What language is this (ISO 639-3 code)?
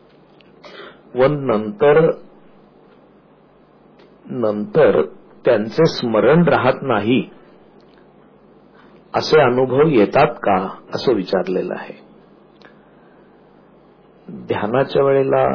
mar